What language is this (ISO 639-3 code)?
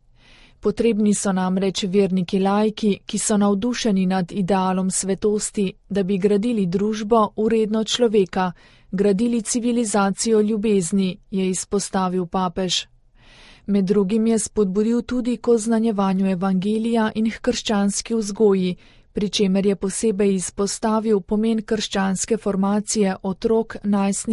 slv